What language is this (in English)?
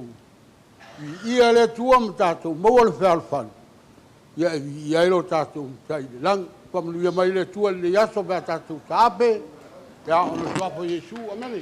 Samoan